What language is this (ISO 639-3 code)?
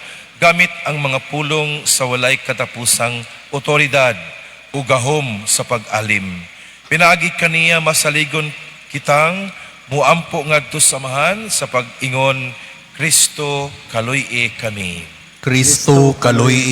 ceb